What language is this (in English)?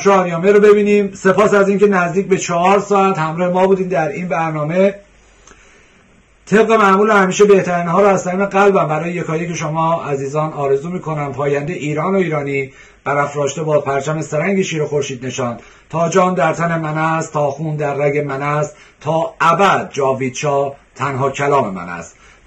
Persian